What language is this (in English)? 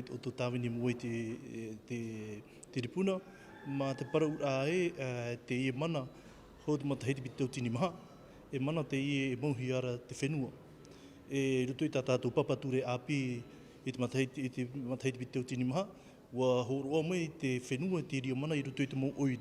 Tahitian